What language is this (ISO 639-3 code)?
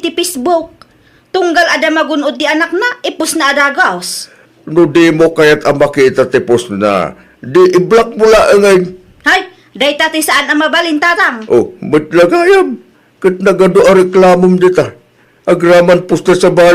ilo